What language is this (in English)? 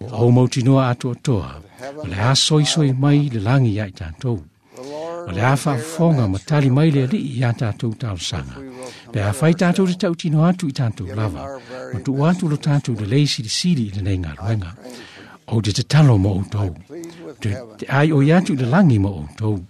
Samoan